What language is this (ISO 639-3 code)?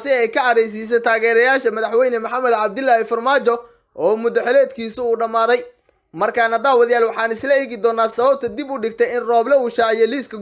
som